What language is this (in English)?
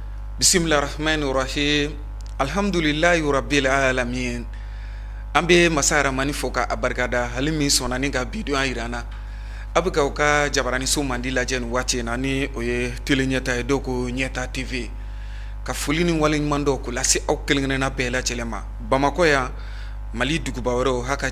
Bambara